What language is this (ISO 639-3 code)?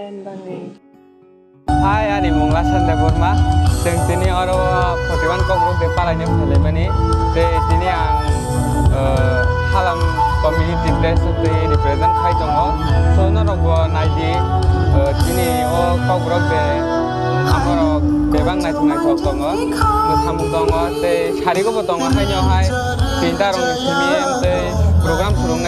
trp